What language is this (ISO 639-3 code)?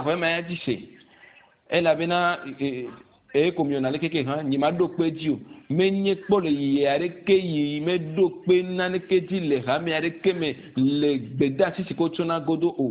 ewe